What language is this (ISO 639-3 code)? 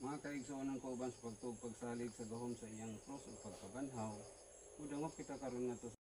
ceb